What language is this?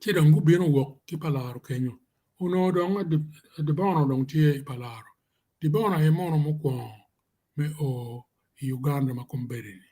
Acoli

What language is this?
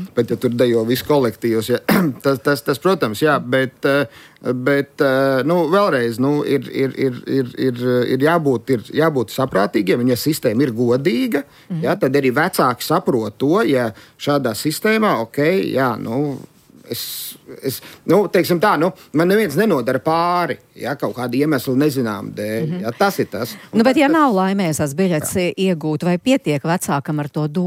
Latvian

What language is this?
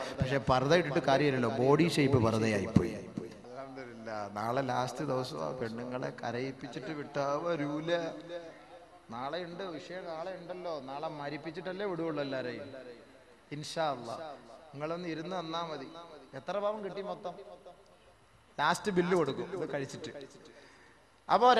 Malayalam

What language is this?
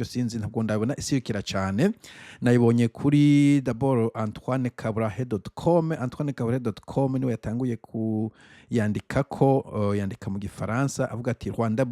Rundi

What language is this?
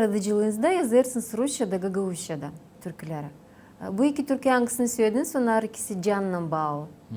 Gagauz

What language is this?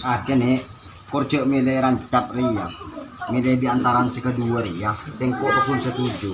Madurese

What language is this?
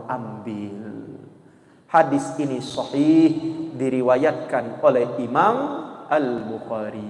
Musi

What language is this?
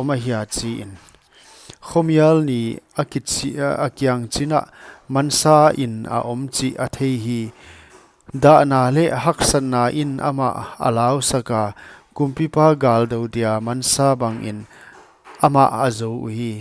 Paite Chin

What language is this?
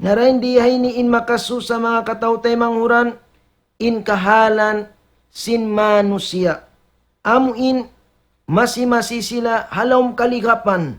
Tausug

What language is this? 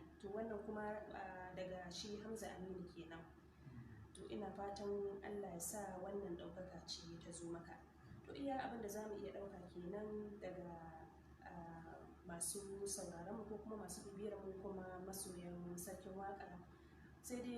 Hausa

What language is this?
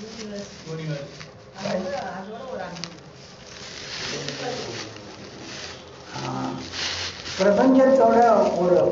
Tamil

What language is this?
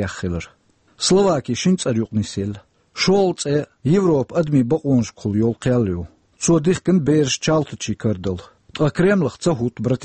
Chechen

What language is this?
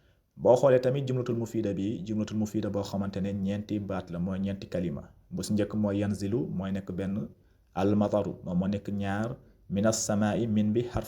Wolof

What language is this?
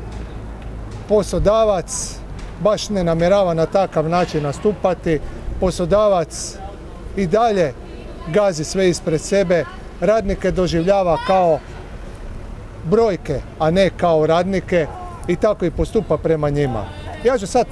Croatian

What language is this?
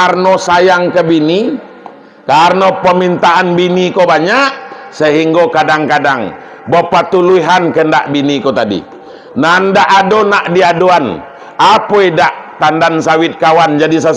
Minangkabau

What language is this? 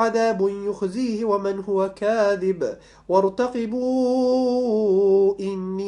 Arabic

